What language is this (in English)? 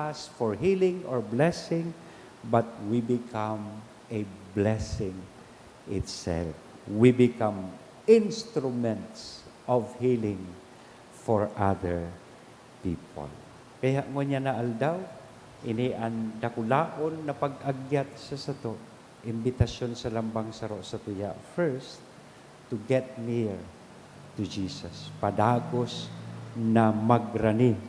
Bikol